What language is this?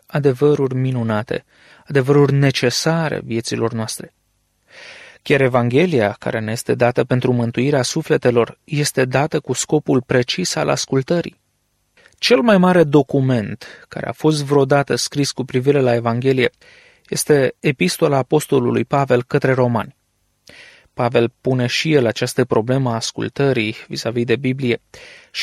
Romanian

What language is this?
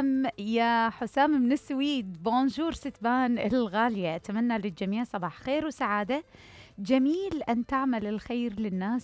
Mesopotamian Arabic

